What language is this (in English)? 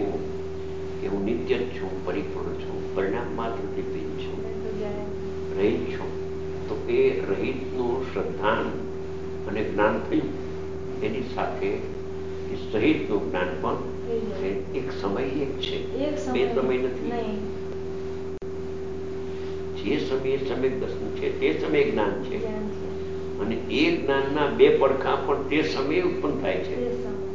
Gujarati